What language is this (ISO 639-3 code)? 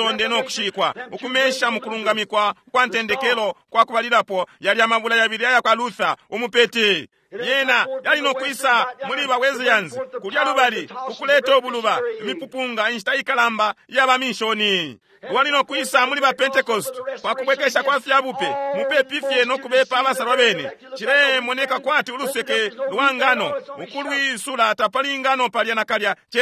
bem